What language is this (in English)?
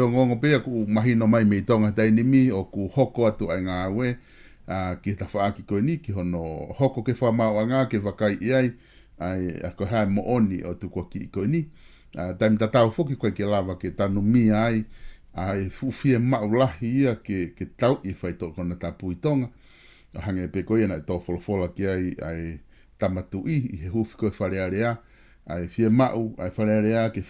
Tongan